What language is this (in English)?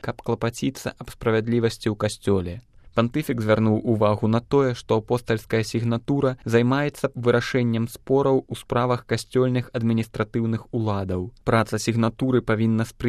Belarusian